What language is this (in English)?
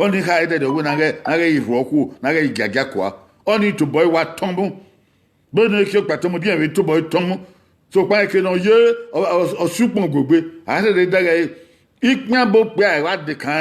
Bini